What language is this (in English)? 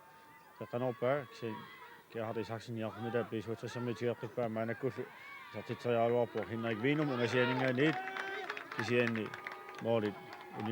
Kalaallisut